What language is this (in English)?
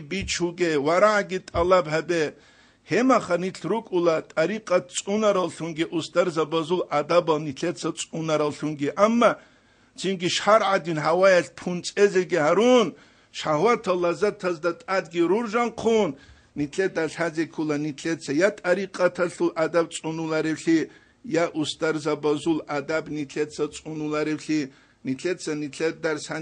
Avaric